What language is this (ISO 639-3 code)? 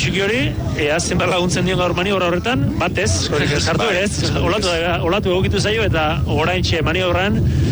eus